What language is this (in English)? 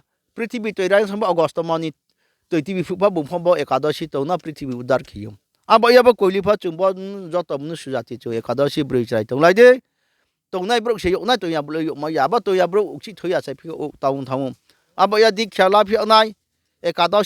Riang (India)